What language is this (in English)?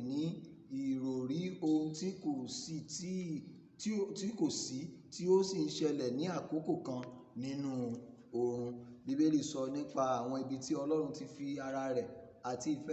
Yoruba